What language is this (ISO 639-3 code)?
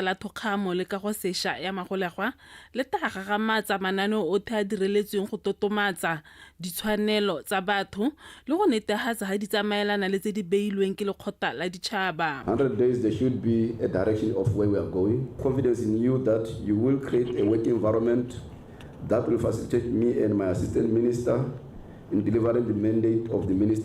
tsn